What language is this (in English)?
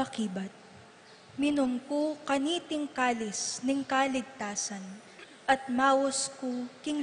Pampanga